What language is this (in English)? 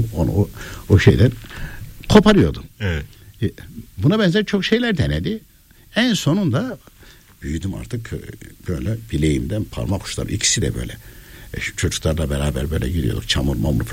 Turkish